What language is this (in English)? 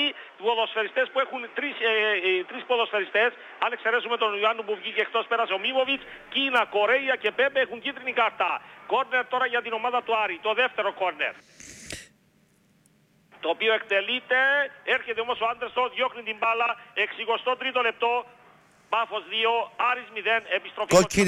Greek